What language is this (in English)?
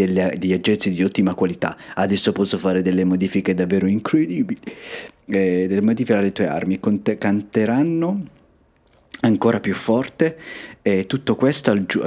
Italian